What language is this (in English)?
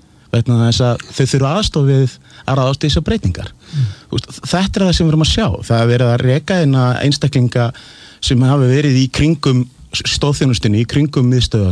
Icelandic